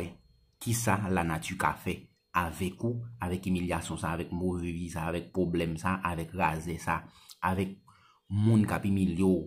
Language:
Haitian Creole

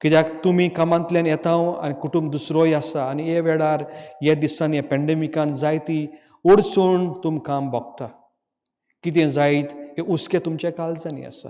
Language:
Konkani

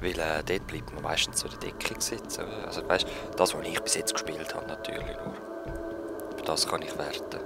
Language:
Swiss German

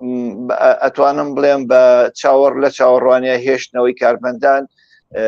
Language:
Central Kurdish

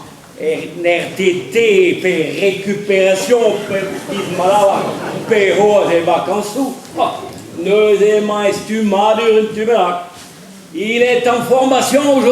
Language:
Breton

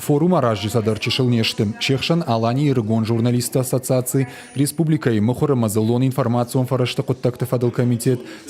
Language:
Ossetic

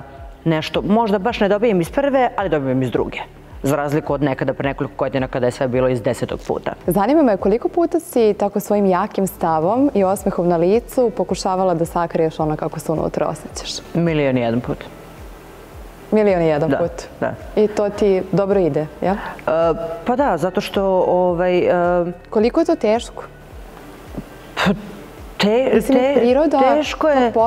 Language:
Serbian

